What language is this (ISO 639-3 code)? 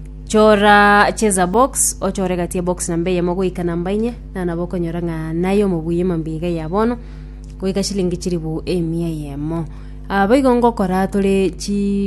guz